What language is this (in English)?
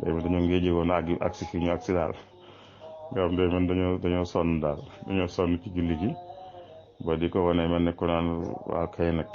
Wolof